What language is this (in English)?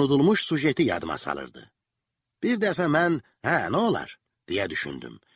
Azerbaijani